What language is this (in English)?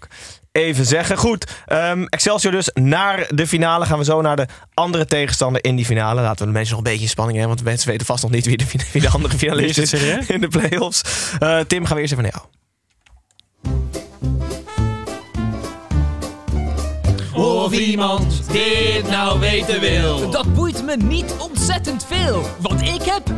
Dutch